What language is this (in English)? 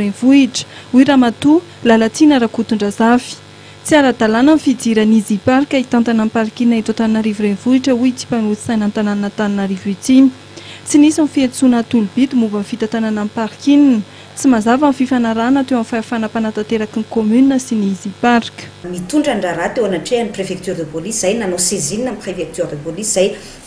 Malagasy